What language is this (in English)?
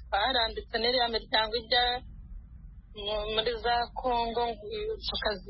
Kinyarwanda